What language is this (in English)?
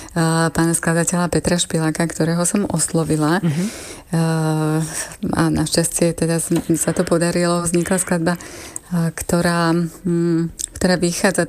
Slovak